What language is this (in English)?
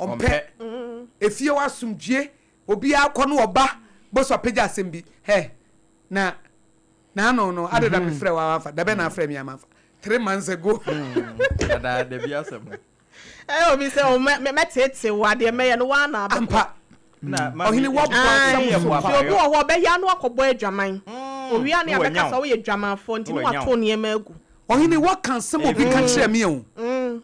Akan